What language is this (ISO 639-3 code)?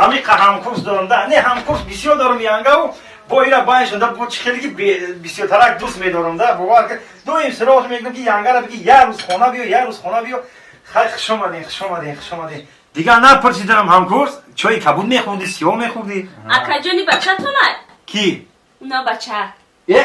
tgk